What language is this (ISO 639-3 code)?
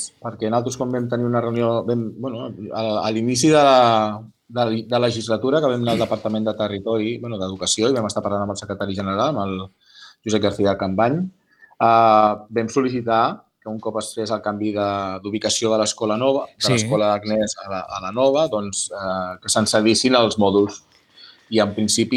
cat